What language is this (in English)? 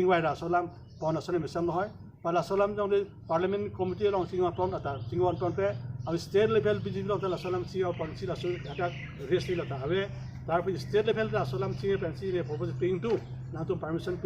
Karbi